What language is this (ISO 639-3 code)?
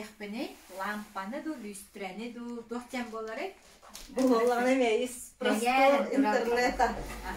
sah